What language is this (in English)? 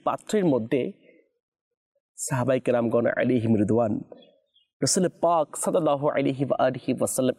Bangla